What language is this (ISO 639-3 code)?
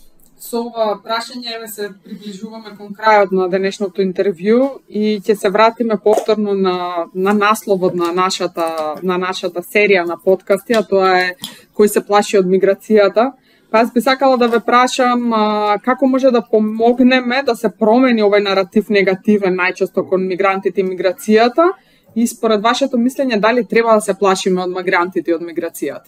mkd